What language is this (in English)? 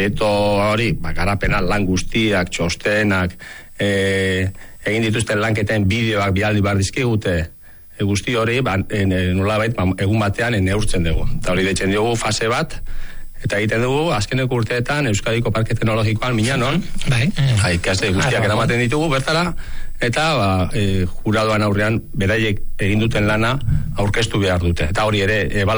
Basque